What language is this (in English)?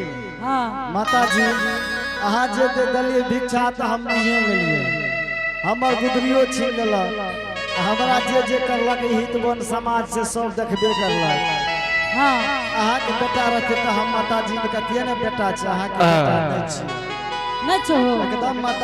Angika